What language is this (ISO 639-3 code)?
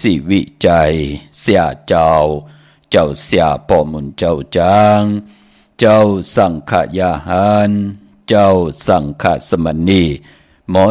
shn